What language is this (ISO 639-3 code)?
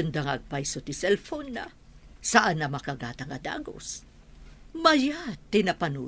ilo